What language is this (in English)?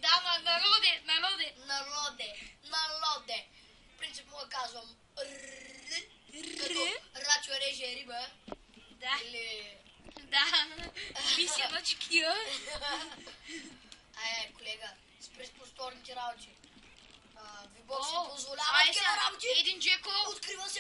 Bulgarian